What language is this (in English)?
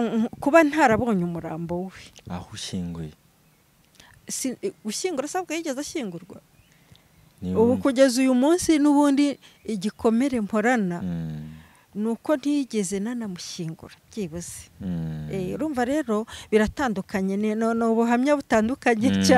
Kinyarwanda